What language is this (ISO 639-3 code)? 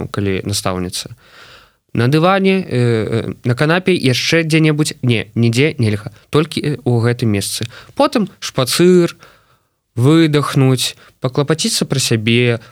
bel